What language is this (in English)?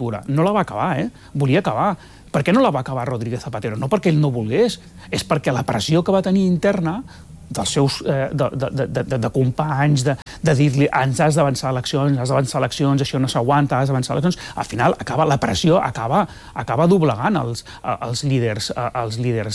Catalan